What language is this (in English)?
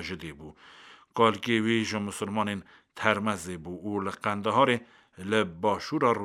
Kurdish